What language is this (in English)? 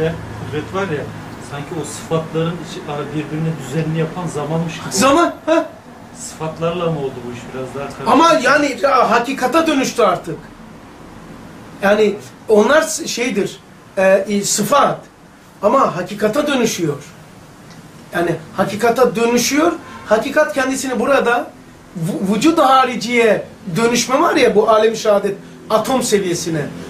Turkish